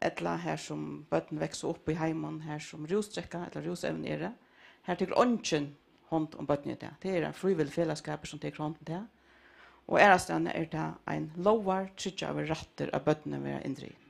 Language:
Faroese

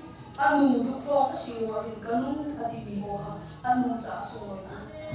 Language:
Hakha Chin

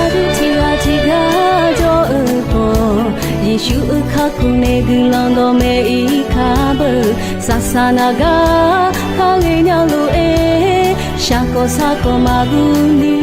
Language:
Akha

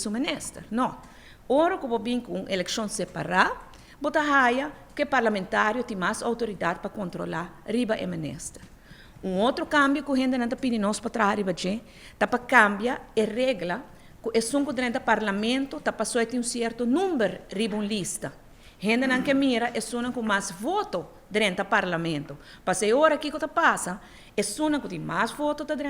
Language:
Papiamento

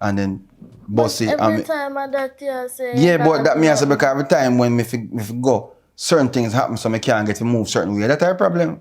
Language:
Jamaican Creole English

